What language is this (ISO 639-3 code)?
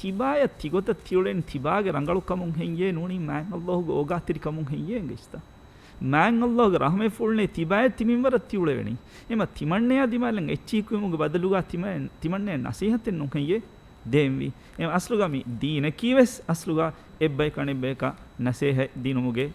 div